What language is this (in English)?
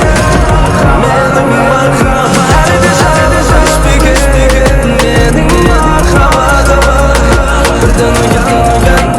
Kara-Kalpak